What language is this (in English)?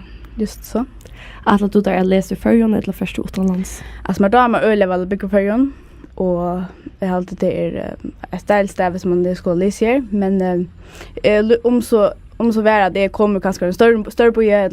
Faroese